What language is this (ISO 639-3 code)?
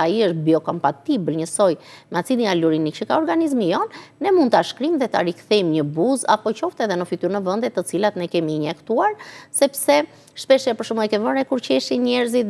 sqi